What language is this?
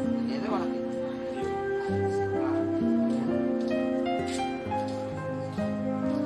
Swahili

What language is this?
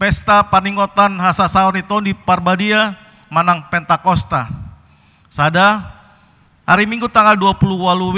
Batak Toba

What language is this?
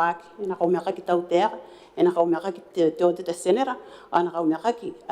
Gilbertese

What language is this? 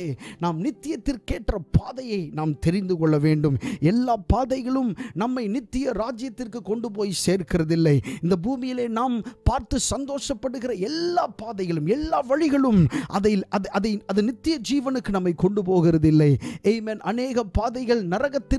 Tamil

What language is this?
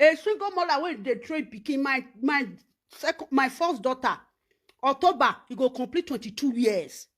Nigerian Pidgin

